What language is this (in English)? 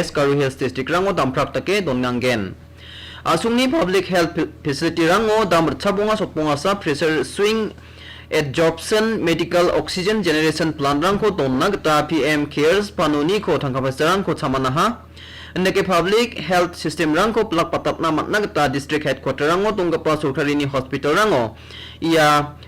Garo